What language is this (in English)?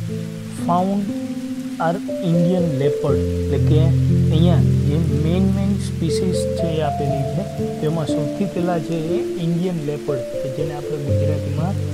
Gujarati